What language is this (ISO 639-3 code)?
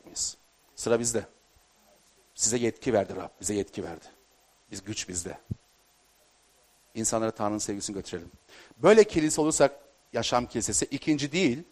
tur